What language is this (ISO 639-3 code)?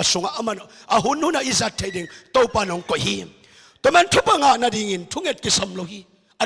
ctd